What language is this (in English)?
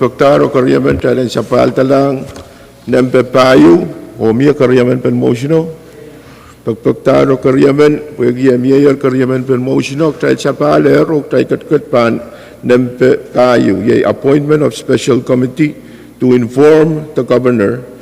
Pohnpeian